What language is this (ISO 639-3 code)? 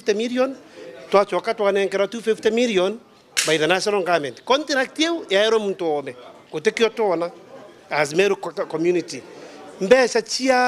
mer